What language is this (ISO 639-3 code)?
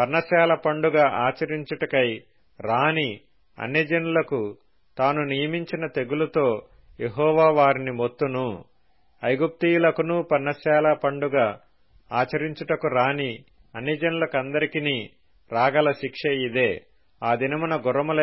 tel